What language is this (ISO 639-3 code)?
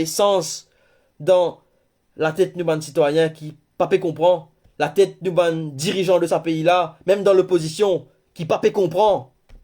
mfe